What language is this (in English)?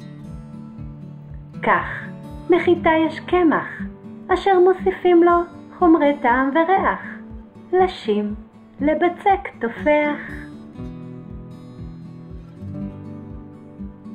Hebrew